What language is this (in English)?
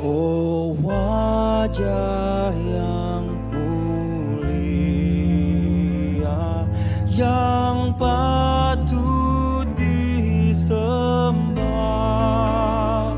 Batak Simalungun